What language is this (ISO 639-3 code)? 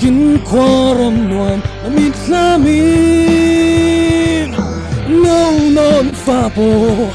cfm